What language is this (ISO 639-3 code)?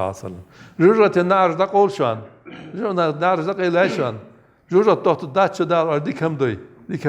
inh